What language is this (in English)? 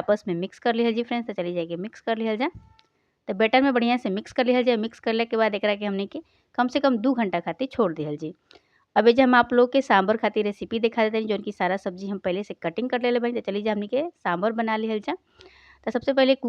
Bhojpuri